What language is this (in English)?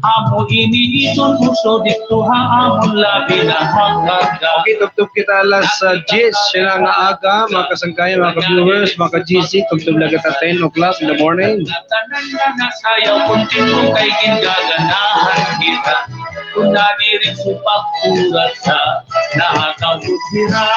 Waray